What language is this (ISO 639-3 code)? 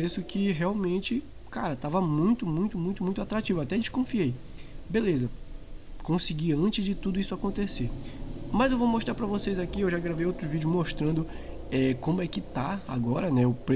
por